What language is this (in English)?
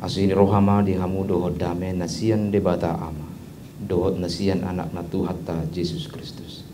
Batak Toba